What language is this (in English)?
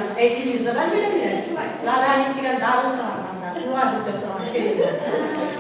Bashkir